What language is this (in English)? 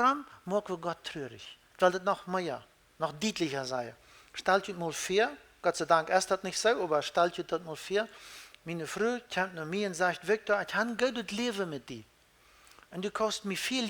Plautdietsch